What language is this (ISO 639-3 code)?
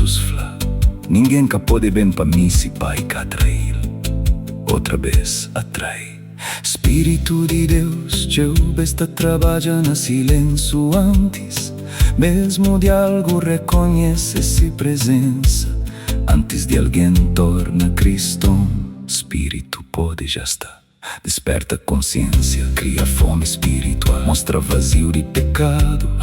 kea